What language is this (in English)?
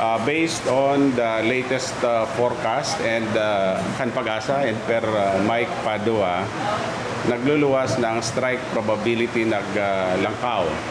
Bikol